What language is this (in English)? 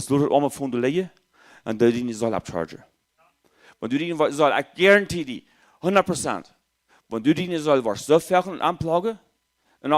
Plautdietsch